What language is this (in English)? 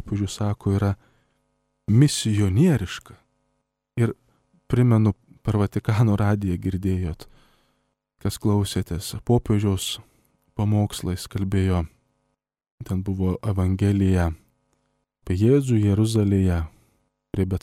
Lithuanian